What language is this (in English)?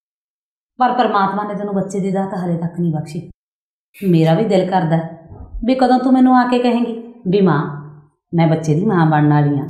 Punjabi